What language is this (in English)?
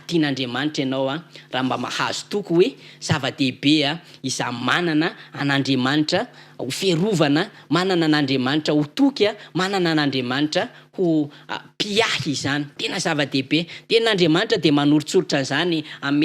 Malagasy